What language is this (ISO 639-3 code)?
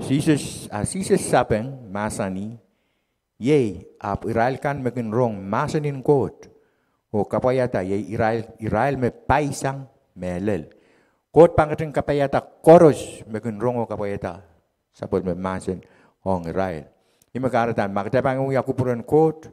pon